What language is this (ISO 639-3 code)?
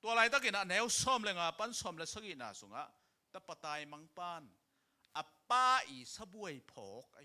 ctd